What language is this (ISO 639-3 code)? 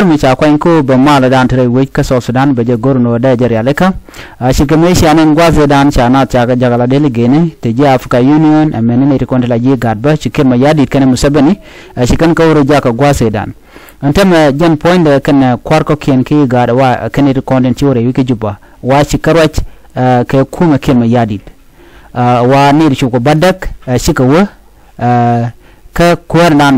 nus